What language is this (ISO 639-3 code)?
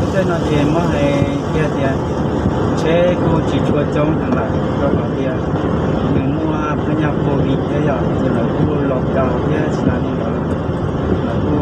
hmn